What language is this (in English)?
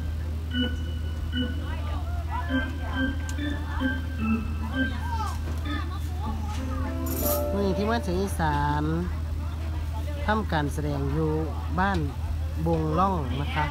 Thai